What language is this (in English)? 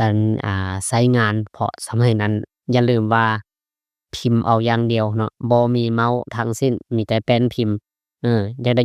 Lao